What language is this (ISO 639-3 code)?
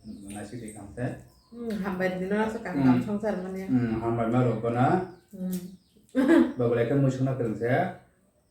trp